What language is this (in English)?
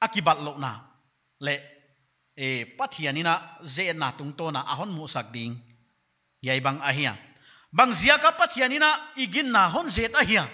Paite Chin